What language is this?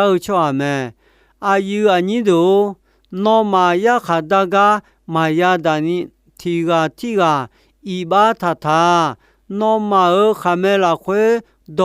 Akha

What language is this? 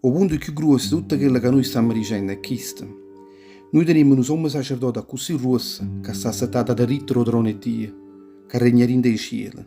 Neapolitan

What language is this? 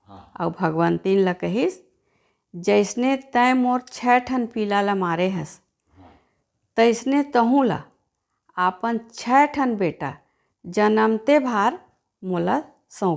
Chhattisgarhi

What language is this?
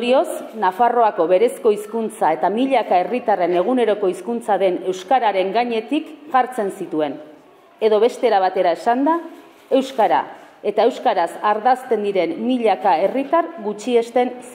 Basque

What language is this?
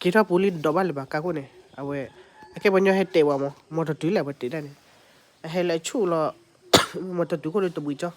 S'gaw Karen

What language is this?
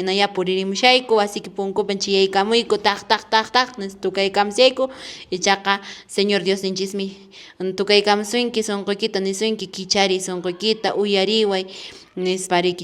Quechua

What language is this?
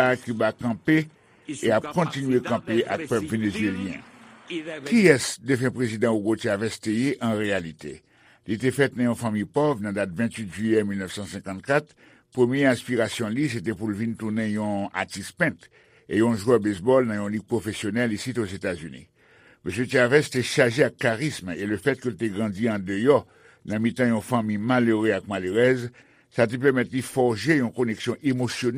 Haitian Creole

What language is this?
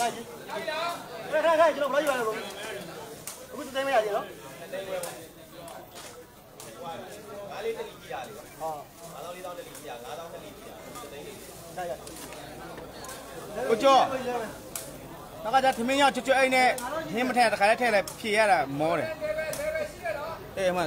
Burmese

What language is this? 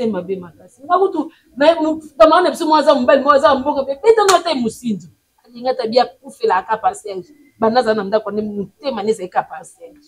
Lingala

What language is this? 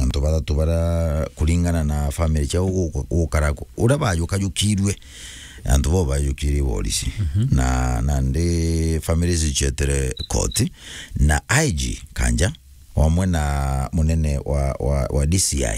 Meru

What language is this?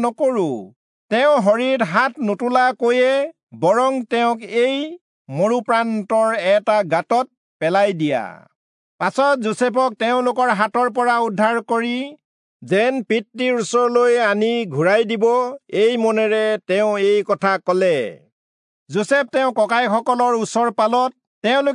Assamese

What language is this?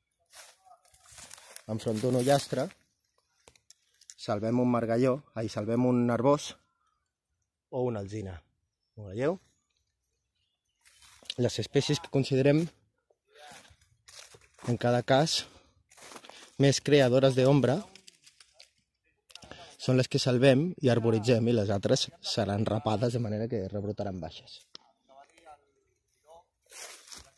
Catalan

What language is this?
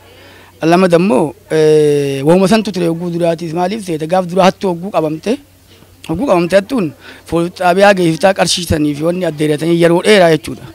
Oromo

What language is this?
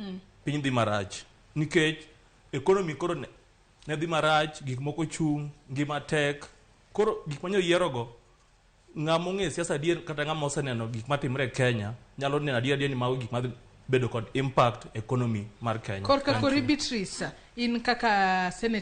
Luo (Kenya and Tanzania)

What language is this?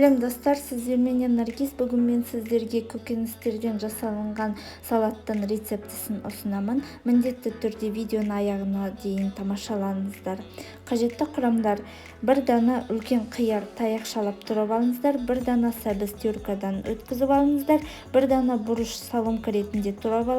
Kazakh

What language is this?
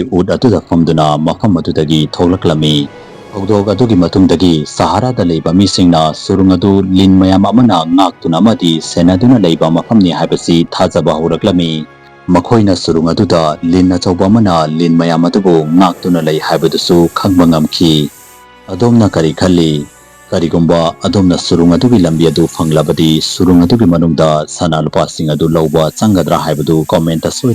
Manipuri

